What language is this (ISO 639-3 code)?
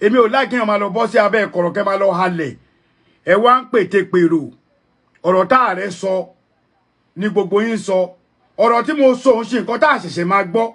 yor